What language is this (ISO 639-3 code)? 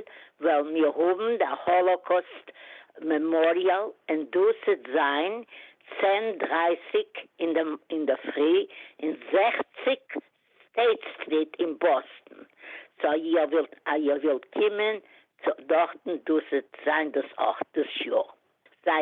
yid